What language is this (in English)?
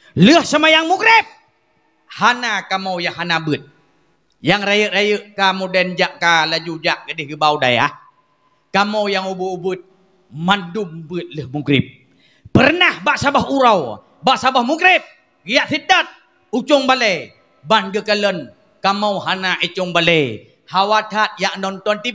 Achinese